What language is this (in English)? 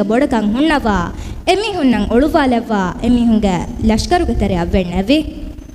Divehi